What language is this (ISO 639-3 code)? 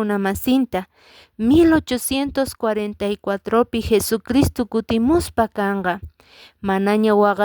que